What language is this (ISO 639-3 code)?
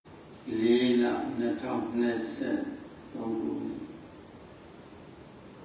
mya